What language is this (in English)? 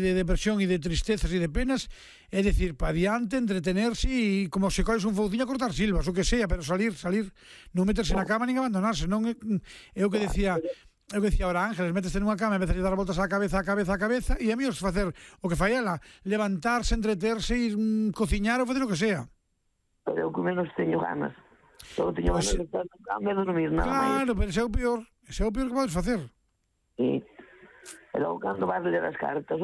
Galician